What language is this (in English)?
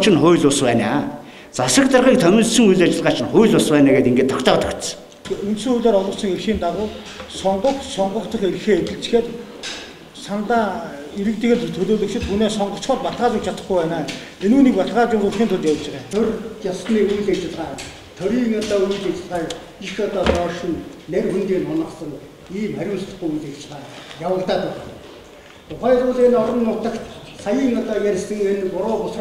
Mongolian